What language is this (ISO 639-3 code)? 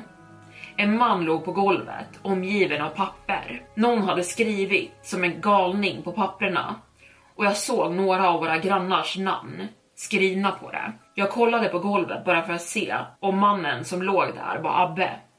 swe